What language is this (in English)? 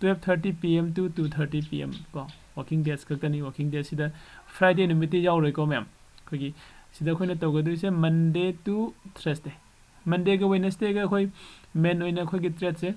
Manipuri